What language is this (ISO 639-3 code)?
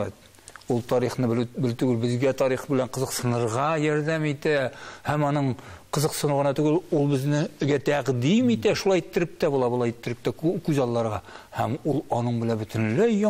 tat